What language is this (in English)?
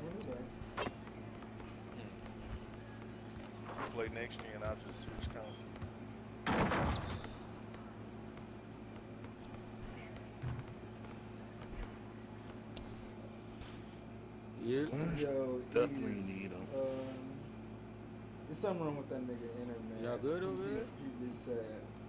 English